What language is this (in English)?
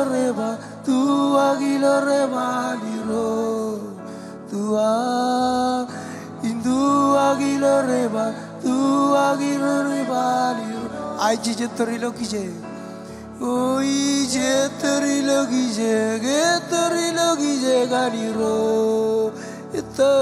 Marshallese